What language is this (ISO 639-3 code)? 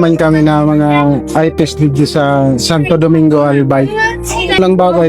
bik